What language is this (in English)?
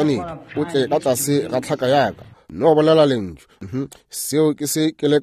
Northern Sotho